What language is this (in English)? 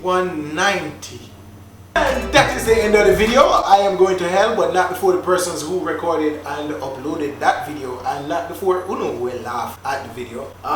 Jamaican Creole English